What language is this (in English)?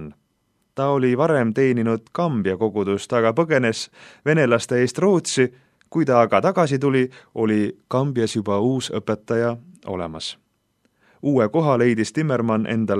Estonian